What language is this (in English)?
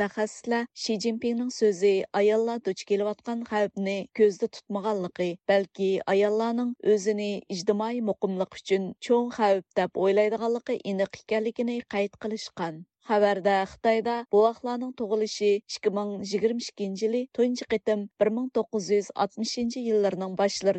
Uyghur